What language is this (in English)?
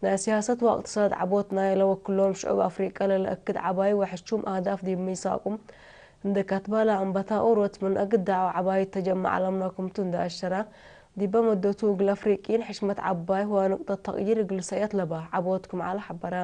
Tigre